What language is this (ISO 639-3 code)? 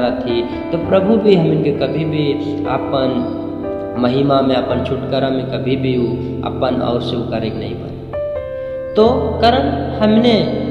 sck